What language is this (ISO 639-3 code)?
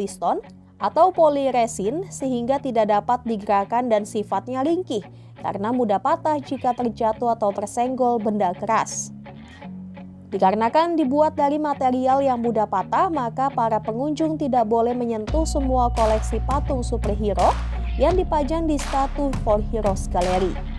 ind